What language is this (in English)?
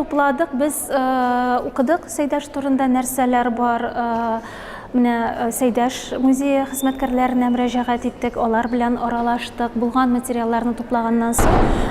Tatar